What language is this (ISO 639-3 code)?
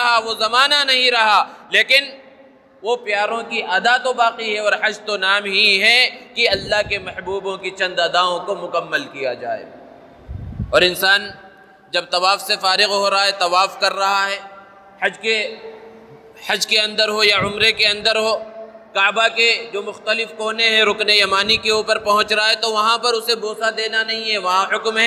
urd